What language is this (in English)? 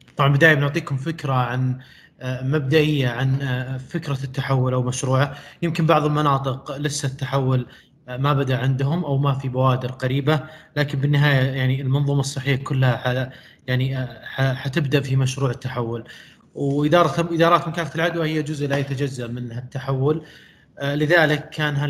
Arabic